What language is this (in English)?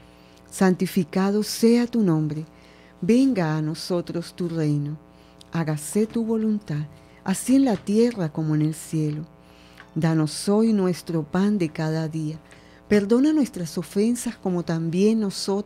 Spanish